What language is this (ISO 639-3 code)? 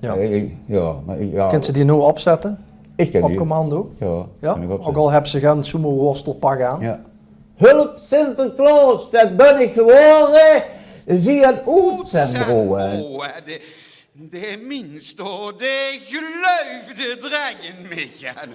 lim